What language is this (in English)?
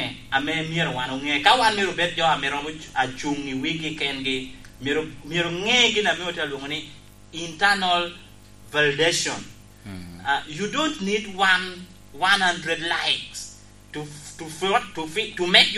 Lango (Uganda)